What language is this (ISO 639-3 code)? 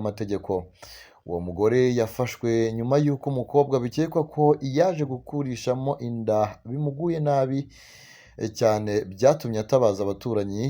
kin